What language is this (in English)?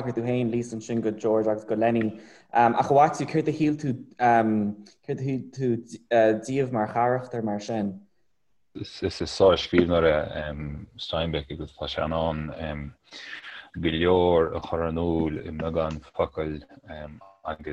Irish